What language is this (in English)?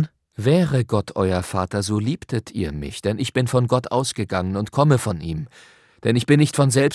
German